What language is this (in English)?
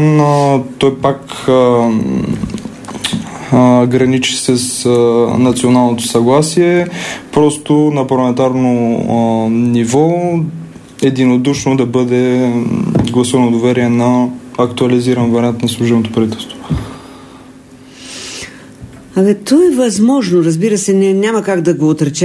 Bulgarian